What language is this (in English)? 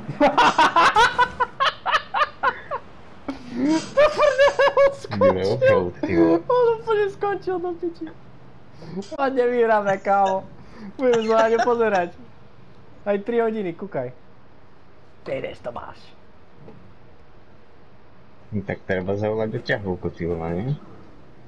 Slovak